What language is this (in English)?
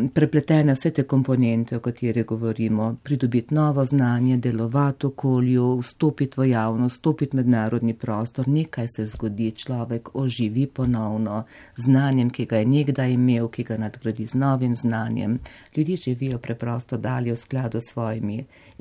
Slovenian